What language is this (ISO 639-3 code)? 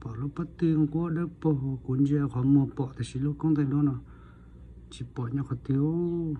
hmn